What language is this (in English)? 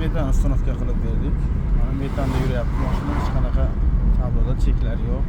Uzbek